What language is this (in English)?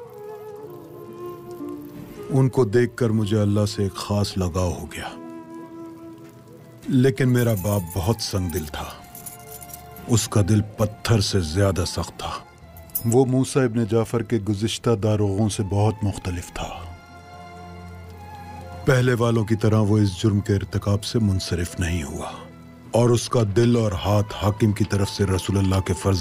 Urdu